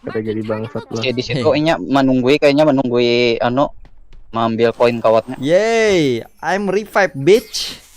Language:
Banjar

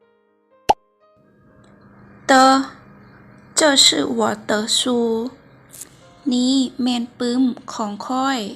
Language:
Lao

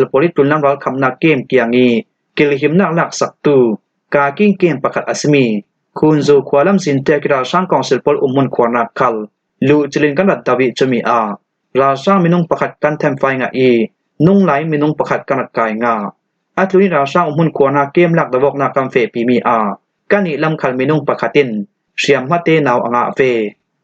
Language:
Falam Chin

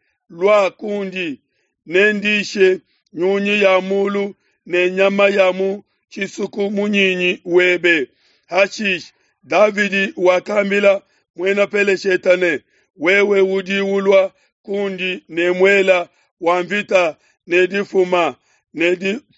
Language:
Luba-Lulua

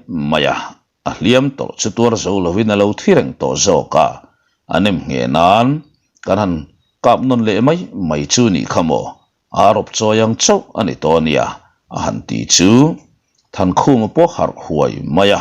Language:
Mizo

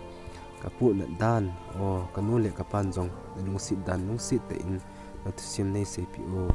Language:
Thado Chin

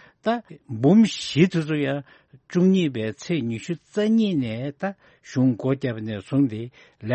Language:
Tibetan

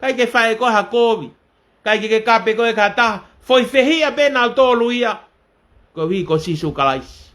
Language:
Tongan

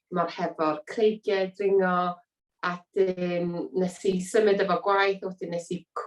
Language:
Welsh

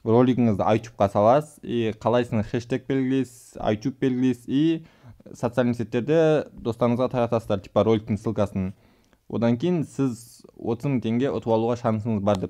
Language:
Kazakh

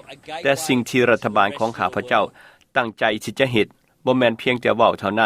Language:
Lao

